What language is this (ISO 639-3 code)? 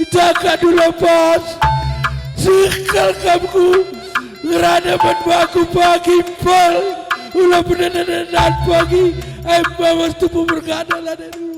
btx